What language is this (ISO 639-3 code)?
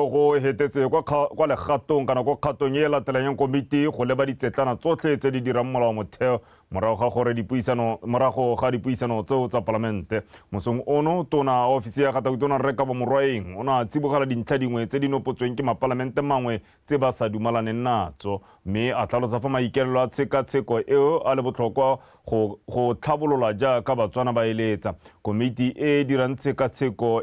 tsn